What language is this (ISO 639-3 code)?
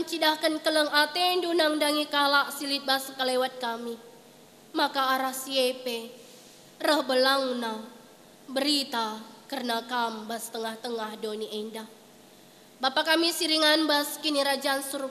btx